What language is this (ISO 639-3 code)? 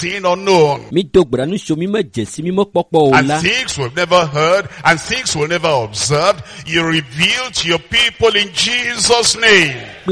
ewe